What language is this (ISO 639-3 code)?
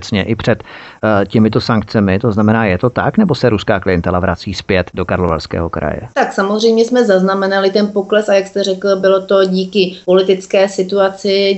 ces